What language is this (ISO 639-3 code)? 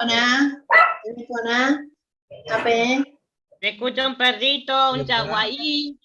grn